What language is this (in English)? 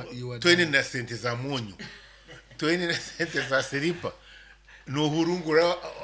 Nyoro